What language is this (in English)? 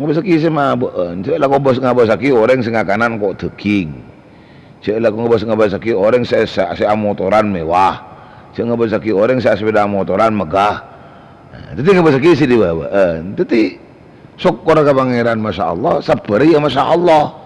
Madurese